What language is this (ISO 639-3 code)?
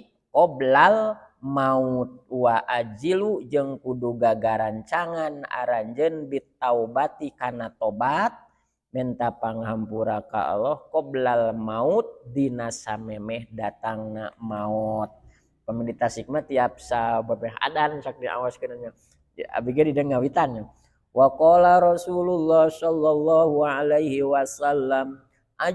sun